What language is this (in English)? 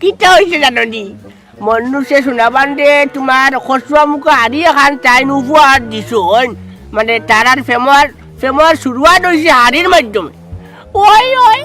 Sylheti